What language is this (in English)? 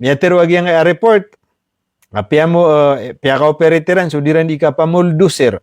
Maranao